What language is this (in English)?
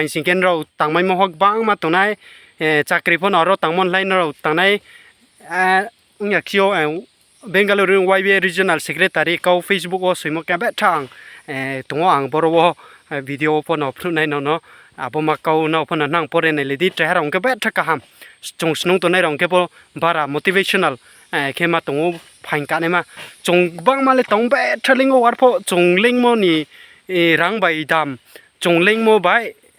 Riang (India)